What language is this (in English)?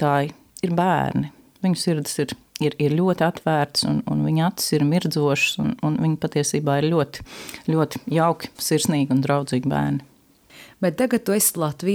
Latvian